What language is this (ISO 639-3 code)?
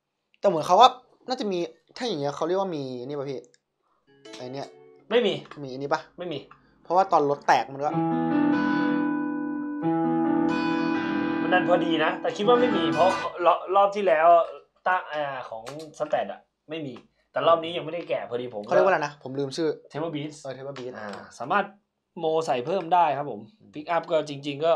tha